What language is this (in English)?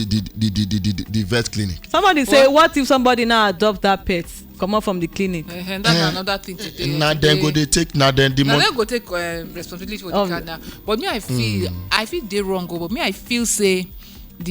Nigerian Pidgin